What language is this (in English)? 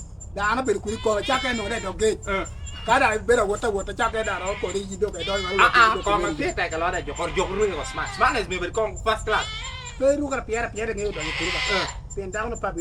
Lango (Uganda)